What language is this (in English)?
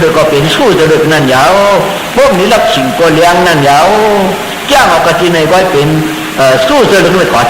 Shan